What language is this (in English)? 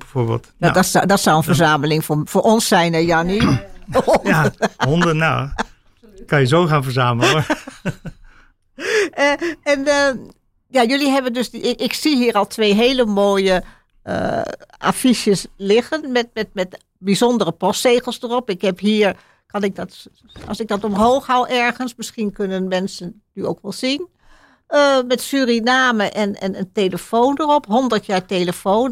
Dutch